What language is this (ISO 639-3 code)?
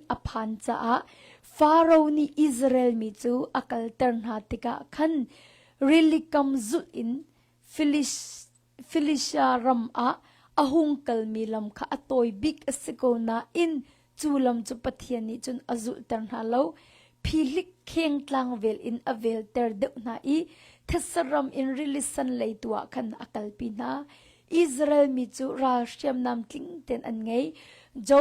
cnh